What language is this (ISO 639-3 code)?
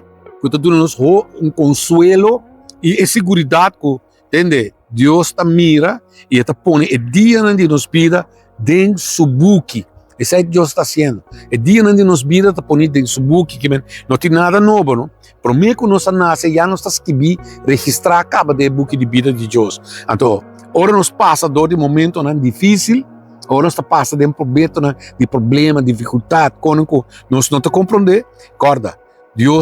pap